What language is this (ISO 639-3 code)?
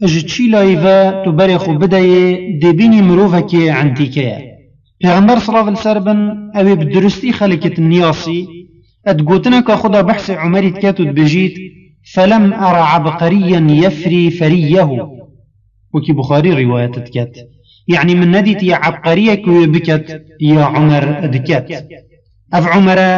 kur